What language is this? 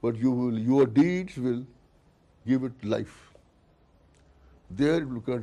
English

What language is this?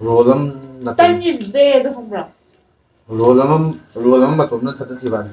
Manipuri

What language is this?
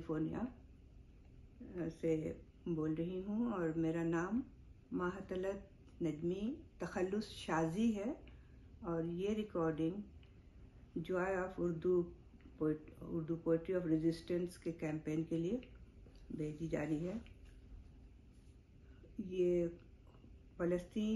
Urdu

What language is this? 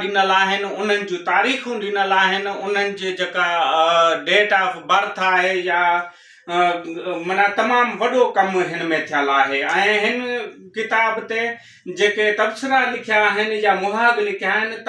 Sindhi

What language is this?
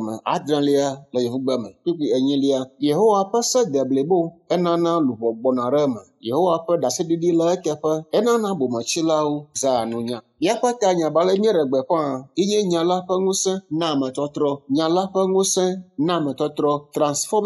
Ewe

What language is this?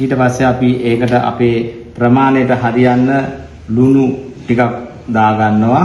Sinhala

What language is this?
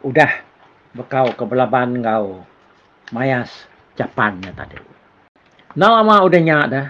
Iban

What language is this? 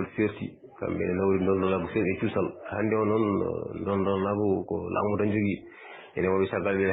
Fula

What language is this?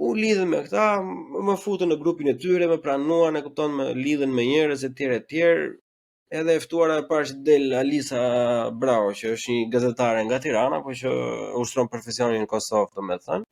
Albanian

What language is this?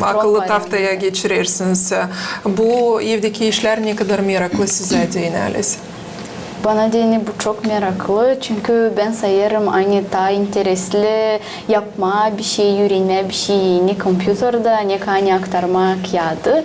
Gagauz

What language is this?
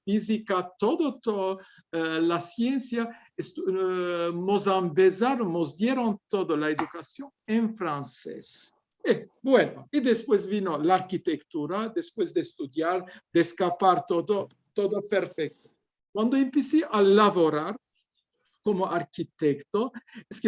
Ladino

